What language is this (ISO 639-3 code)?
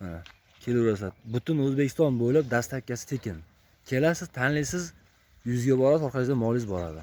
uzb